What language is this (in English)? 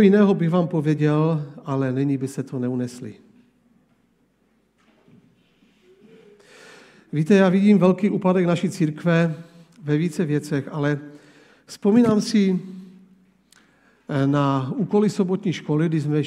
Czech